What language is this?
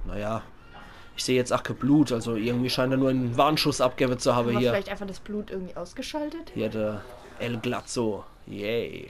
Palatine German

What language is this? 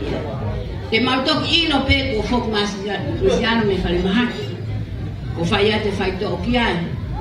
Tongan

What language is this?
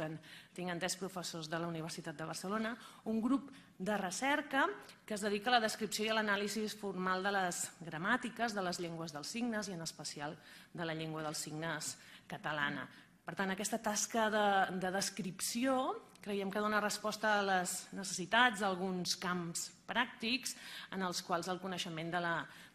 Catalan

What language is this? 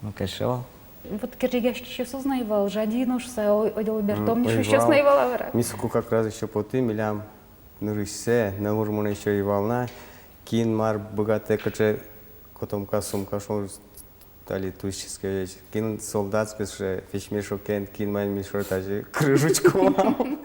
Udmurt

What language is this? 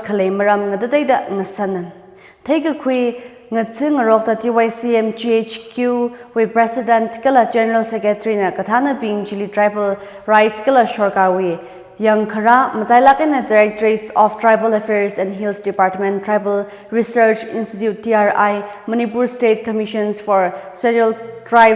Tangkhul Naga (India)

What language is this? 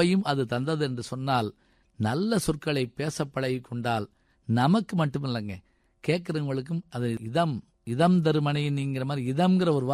Tamil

